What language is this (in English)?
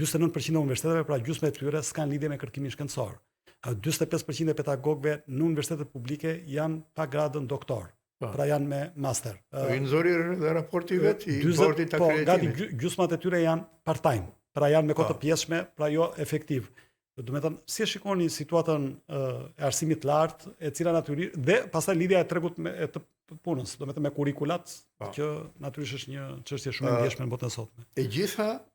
Albanian